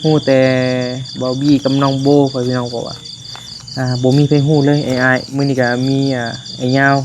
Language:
Northeastern Thai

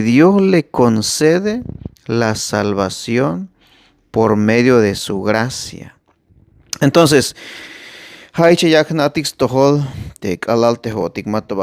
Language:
Tzeltal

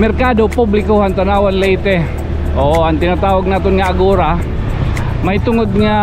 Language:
Waray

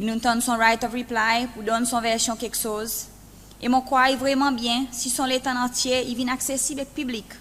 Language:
Seselwa Creole French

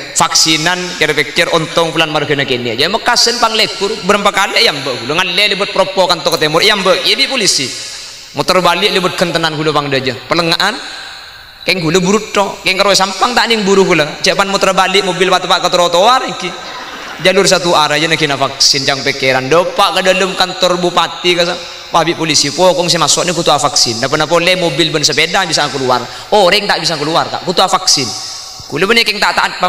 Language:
Madurese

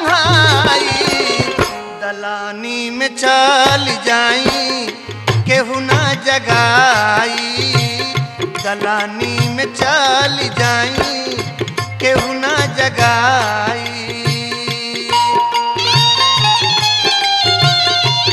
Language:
Bhojpuri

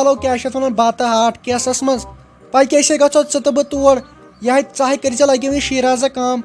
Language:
Kashmiri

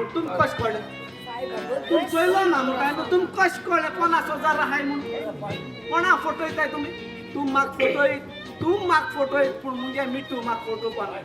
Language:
Konkani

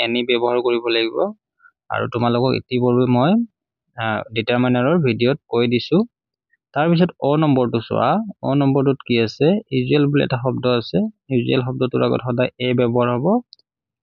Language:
Assamese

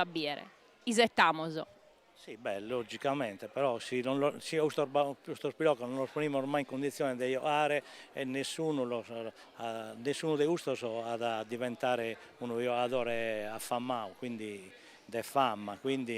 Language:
Sardinian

